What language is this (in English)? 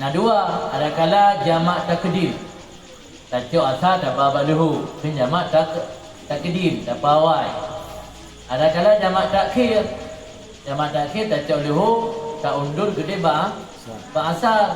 Achinese